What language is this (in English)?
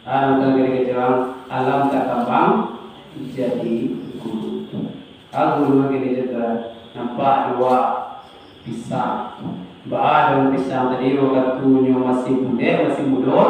Minangkabau